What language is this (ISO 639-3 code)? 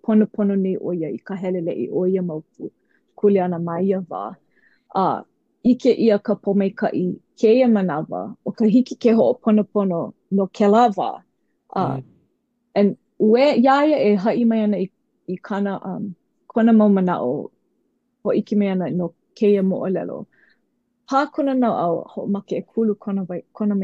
haw